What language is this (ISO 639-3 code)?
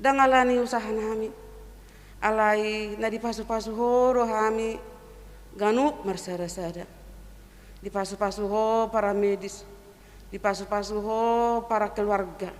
bbc